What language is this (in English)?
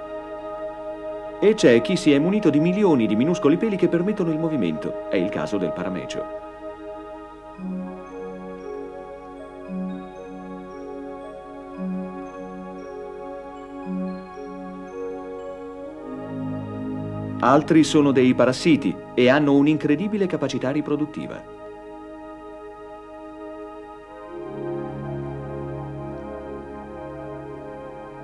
Italian